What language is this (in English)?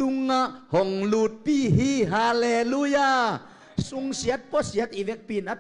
Tedim Chin